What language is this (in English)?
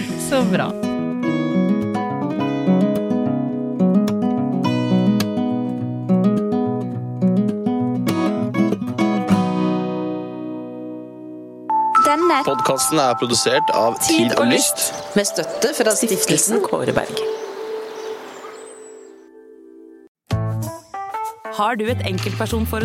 Norwegian